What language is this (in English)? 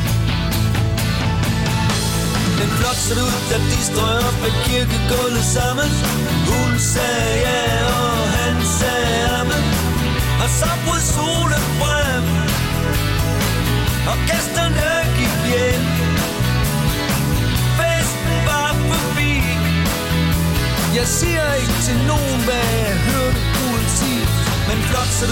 Danish